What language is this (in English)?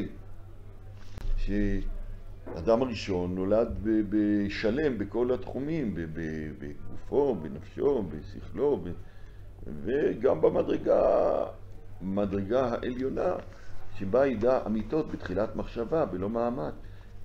Hebrew